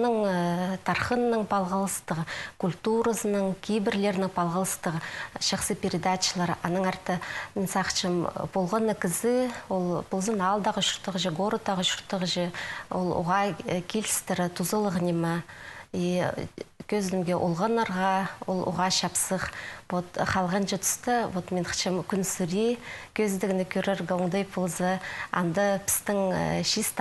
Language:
Khakas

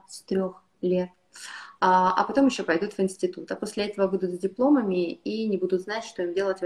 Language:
Russian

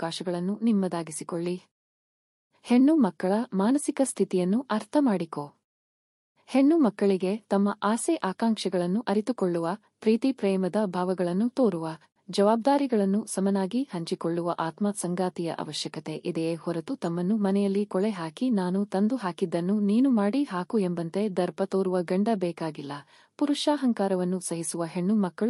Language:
Kannada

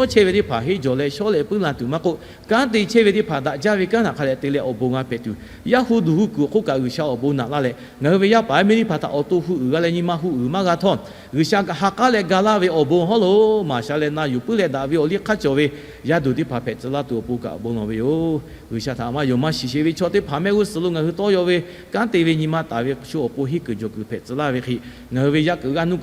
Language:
Lahu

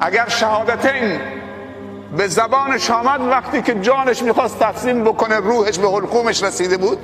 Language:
Persian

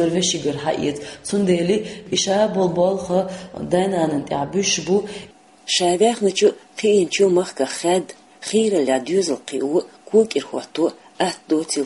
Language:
Chechen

